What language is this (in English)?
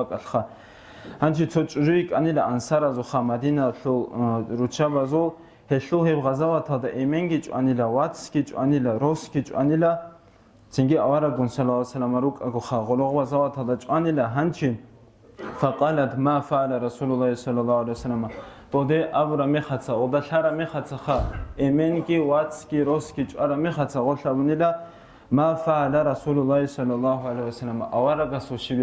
Avaric